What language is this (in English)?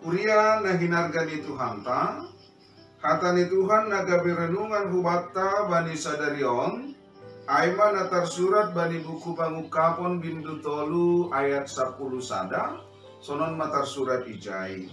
Batak Simalungun